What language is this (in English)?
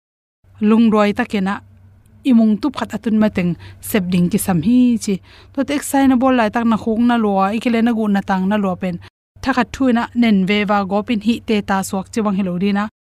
Tedim Chin